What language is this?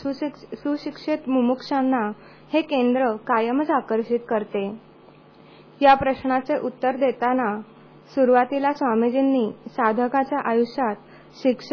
Marathi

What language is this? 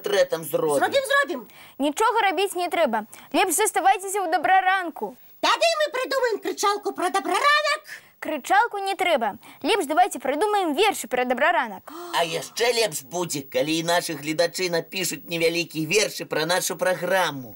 Belarusian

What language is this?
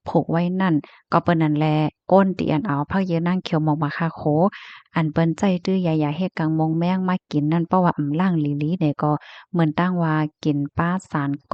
Shan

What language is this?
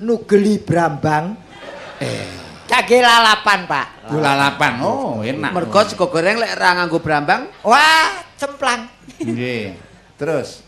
Javanese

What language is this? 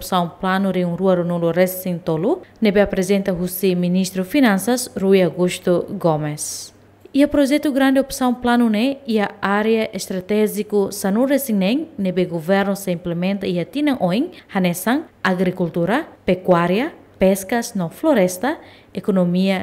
Tetum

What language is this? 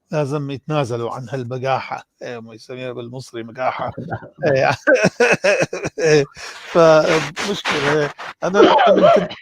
North Levantine Arabic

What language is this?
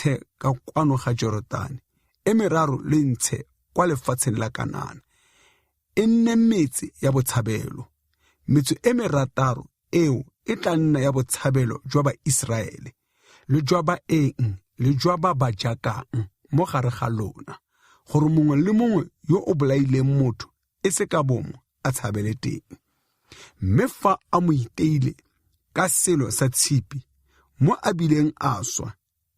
Tswana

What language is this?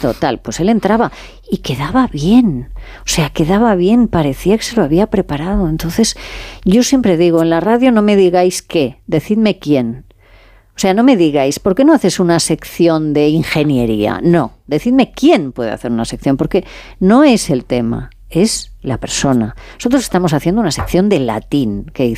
Spanish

